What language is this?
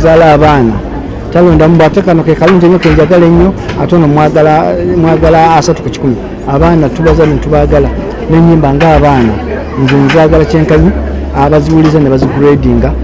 Ganda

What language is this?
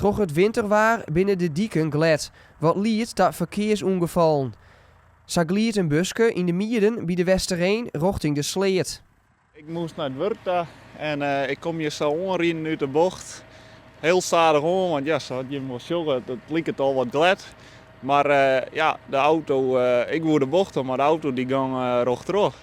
Western Frisian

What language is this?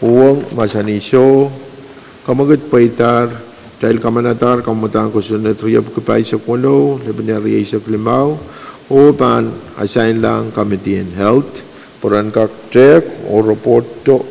Pohnpeian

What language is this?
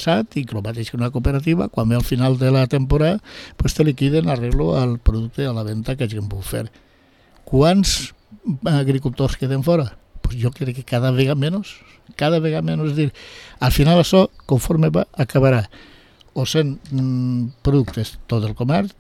Catalan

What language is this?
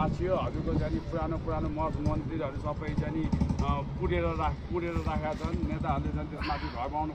Nepali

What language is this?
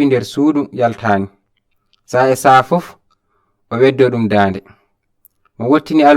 Fula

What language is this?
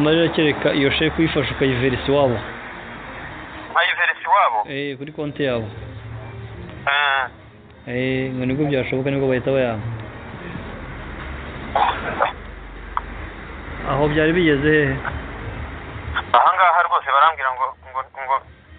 Kinyarwanda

